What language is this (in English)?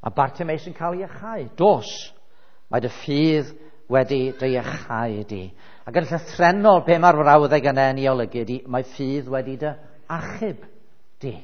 Welsh